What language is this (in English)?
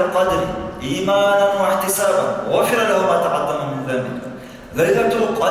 Dargwa